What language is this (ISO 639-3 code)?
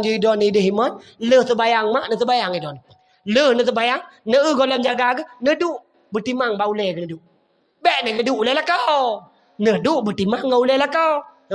ace